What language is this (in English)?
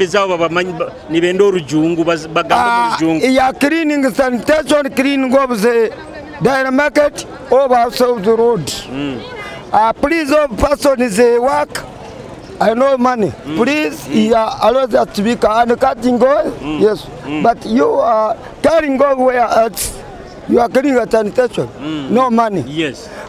Nyoro